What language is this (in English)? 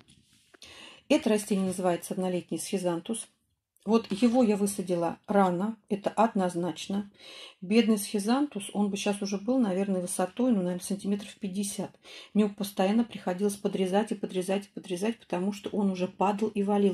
Russian